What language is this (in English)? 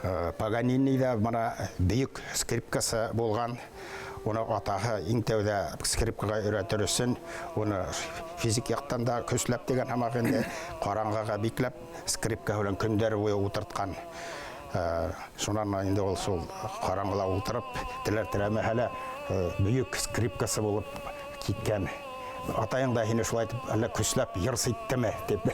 Bashkir